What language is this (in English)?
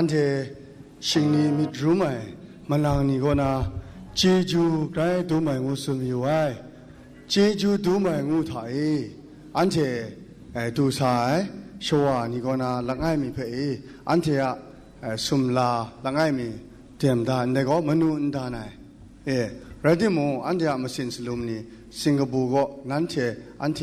Kachin